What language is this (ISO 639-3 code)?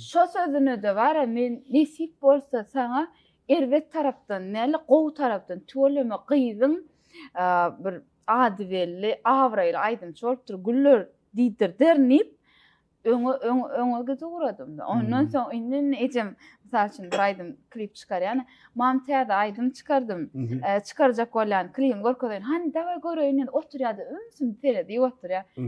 tuk